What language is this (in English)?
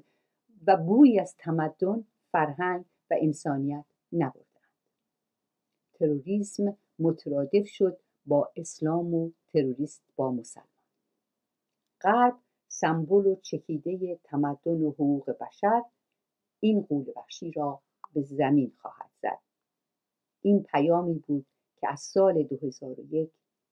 Persian